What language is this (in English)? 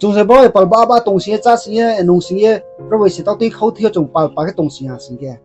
Riang (India)